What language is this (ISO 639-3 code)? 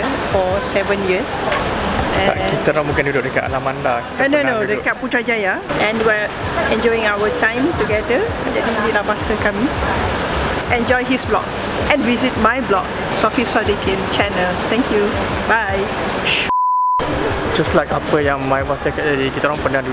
msa